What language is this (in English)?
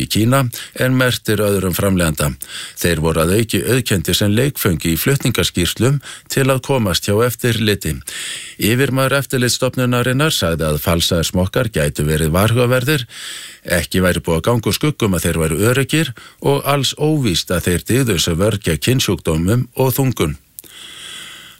Icelandic